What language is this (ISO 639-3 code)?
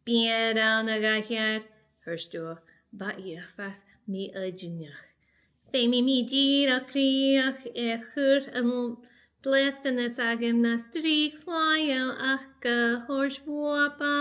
gla